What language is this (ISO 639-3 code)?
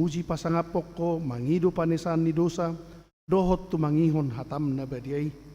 bbc